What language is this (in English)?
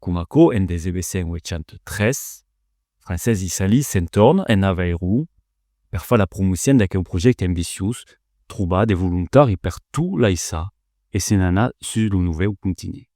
Occitan